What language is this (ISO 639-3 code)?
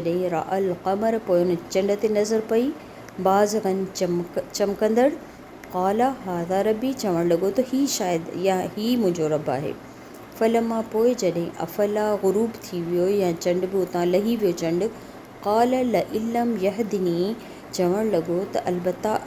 snd